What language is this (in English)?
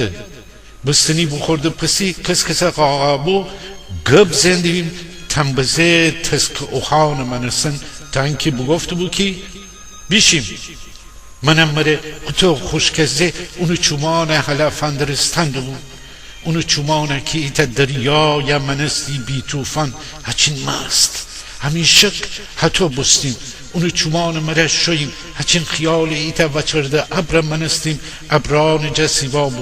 Gilaki